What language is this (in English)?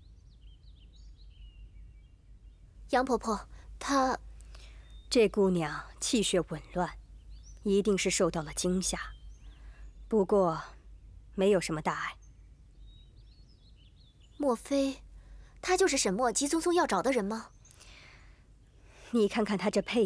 Chinese